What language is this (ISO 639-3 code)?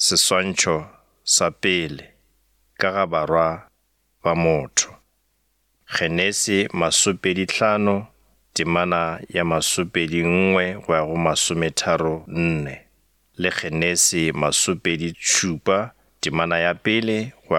nso